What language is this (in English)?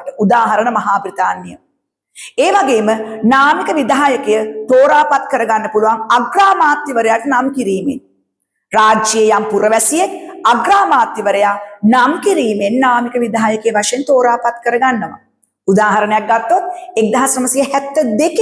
Sinhala